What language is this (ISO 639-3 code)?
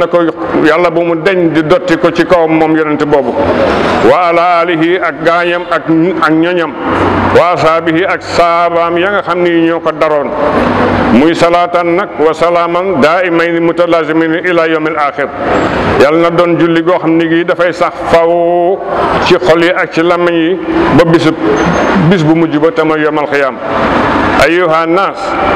wol